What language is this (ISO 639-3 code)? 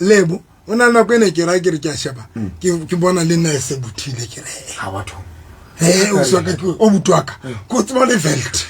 sot